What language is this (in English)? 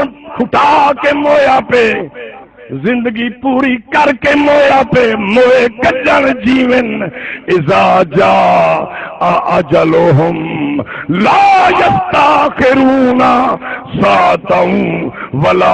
Saraiki